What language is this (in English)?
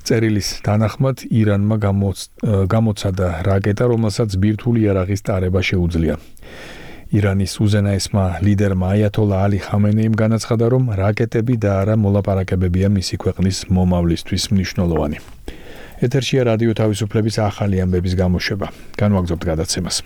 Georgian